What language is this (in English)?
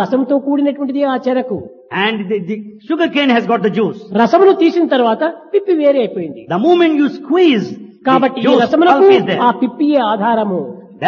Telugu